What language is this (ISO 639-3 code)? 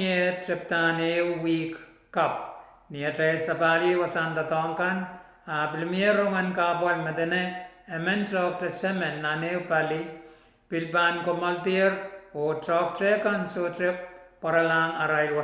pon